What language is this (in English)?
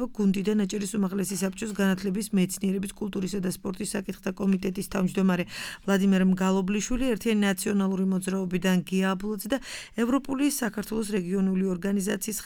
Georgian